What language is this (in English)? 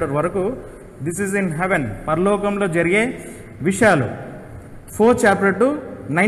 Telugu